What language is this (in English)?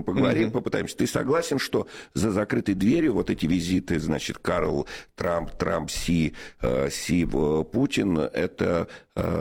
Russian